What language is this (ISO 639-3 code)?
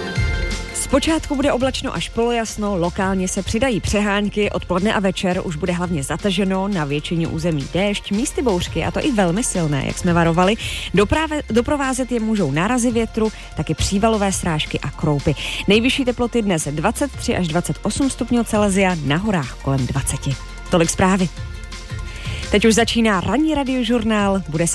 ces